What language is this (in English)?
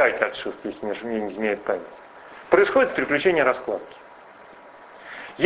Russian